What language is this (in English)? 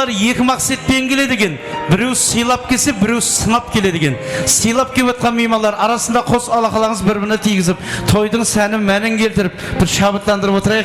Kara-Kalpak